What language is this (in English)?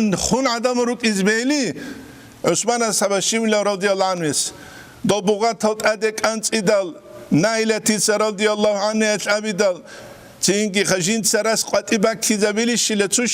Avaric